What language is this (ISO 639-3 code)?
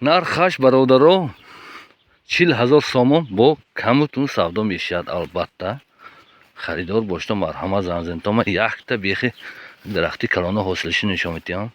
tgk